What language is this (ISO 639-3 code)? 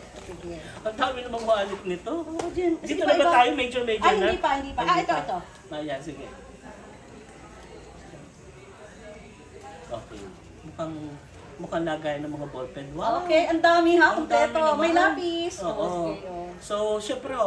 fil